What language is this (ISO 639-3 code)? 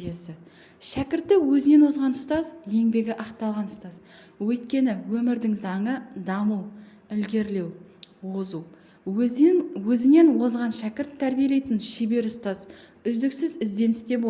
kaz